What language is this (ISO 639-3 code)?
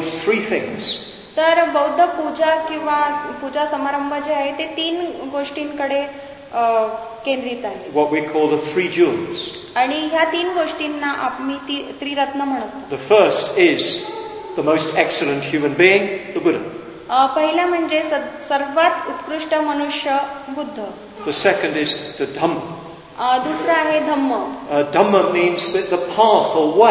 mar